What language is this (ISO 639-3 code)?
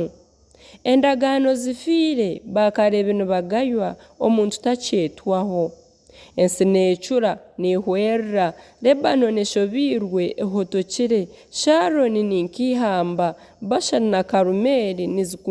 nyn